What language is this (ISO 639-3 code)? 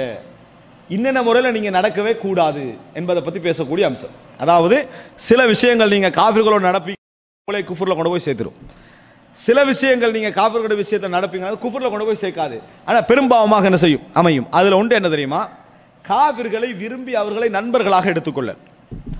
tam